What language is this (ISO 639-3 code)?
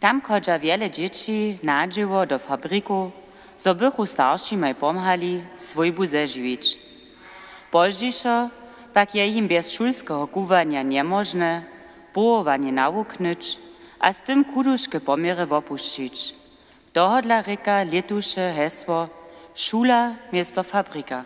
hsb